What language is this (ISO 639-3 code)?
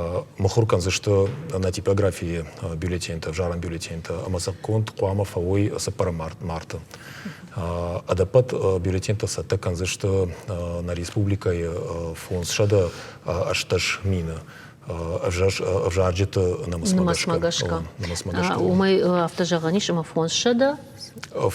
oss